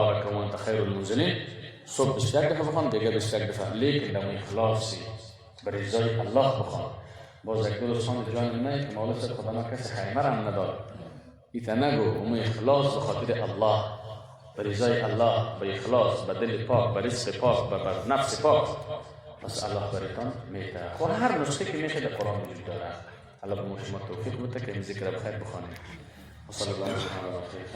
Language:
Persian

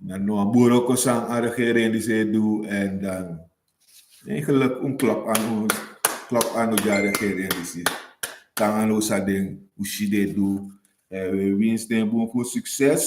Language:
Sranan Tongo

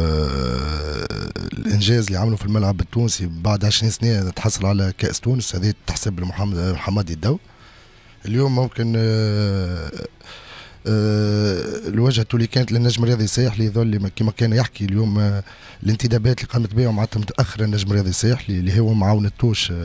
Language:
Tunisian Arabic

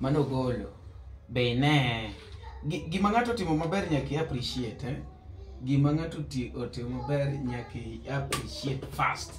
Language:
Luo (Kenya and Tanzania)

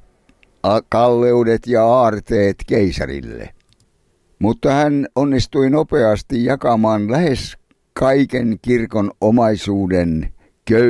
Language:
Finnish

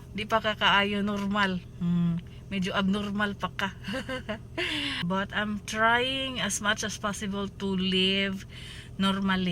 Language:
Cebuano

